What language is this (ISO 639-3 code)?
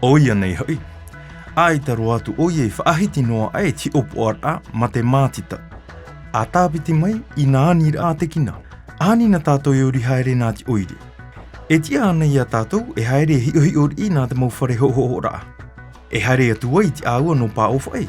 tah